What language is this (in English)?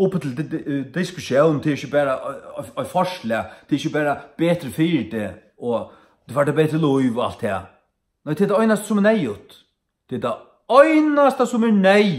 Faroese